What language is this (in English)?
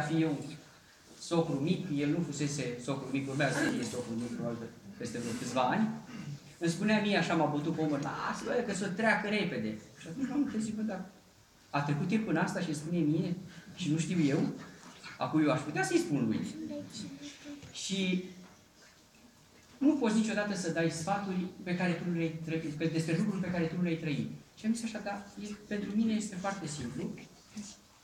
Romanian